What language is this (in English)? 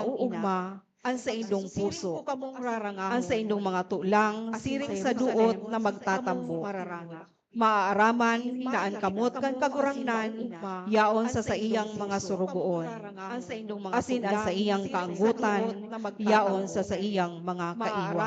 Bikol